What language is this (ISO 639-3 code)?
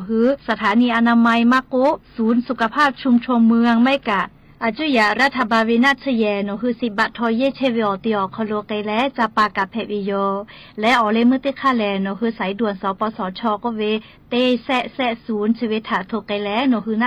lhu